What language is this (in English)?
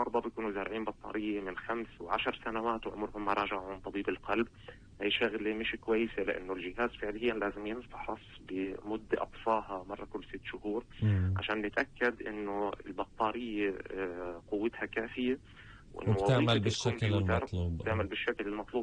North Levantine Arabic